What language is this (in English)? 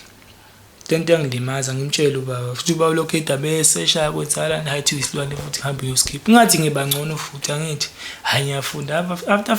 Zulu